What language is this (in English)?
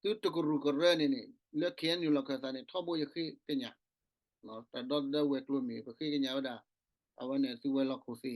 S'gaw Karen